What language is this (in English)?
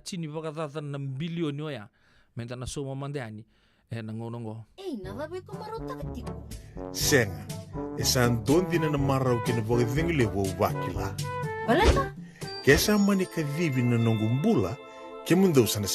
Fijian